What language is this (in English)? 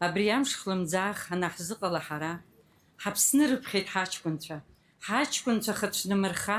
Abkhazian